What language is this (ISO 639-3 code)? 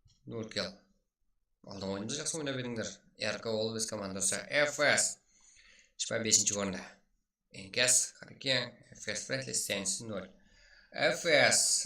kaa